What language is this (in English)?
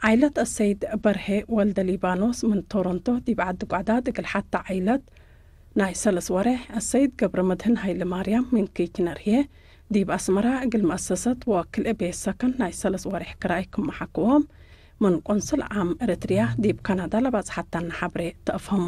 Tigre